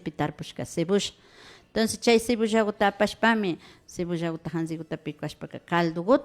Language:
Imbabura Highland Quichua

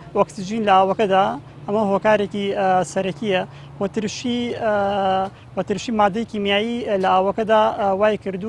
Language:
Central Kurdish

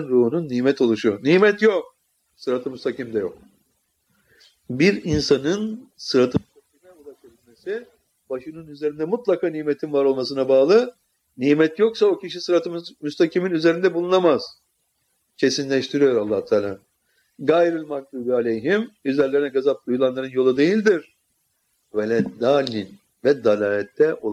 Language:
Turkish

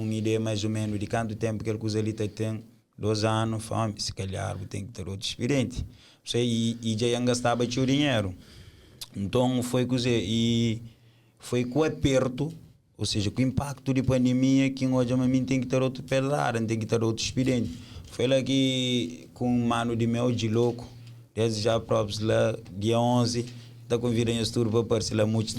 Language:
Kabuverdianu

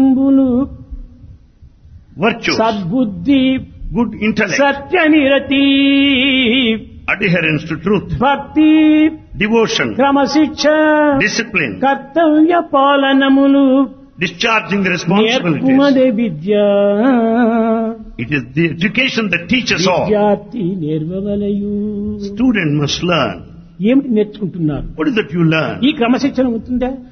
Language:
Telugu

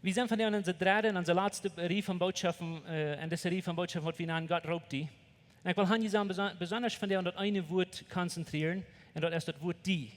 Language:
Plautdietsch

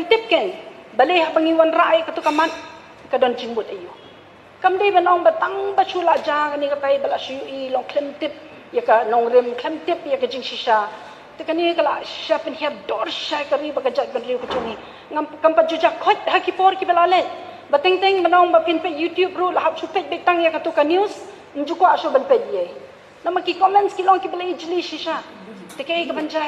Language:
Khasi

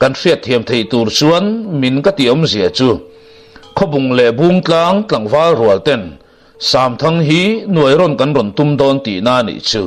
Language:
Mizo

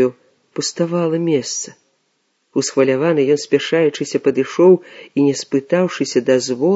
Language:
Belarusian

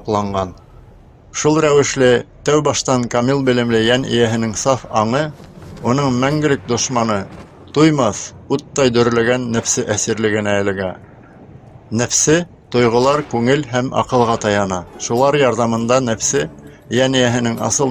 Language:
Bashkir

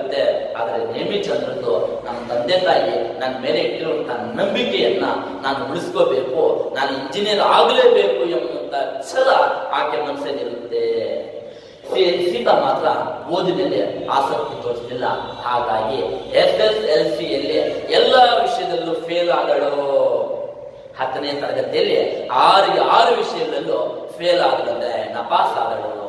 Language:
Kannada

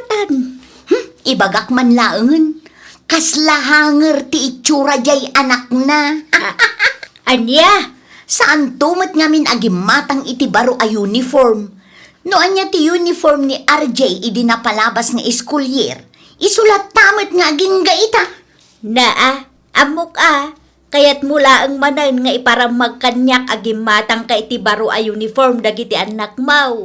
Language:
Iloko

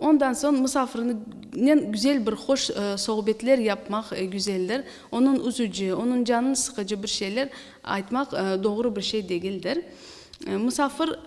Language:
Crimean Tatar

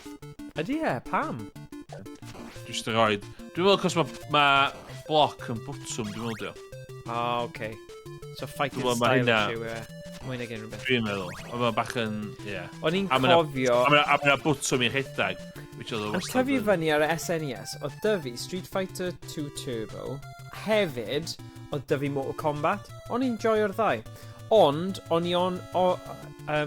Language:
Welsh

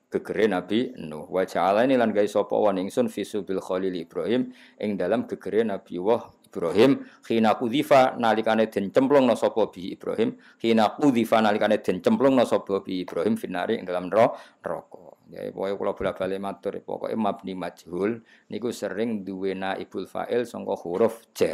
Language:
Javanese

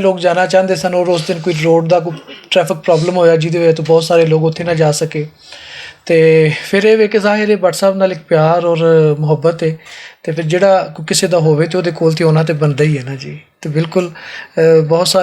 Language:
Western Panjabi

